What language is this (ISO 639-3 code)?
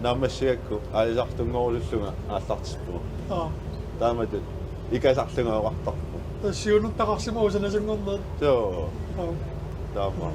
kal